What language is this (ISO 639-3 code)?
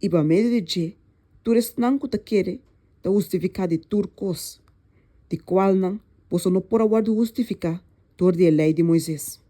pap